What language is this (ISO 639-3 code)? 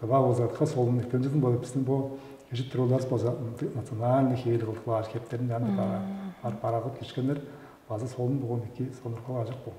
tyv